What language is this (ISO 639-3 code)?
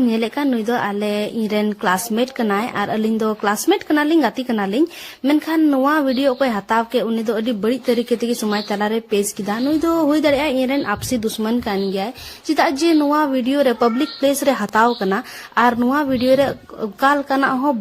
sat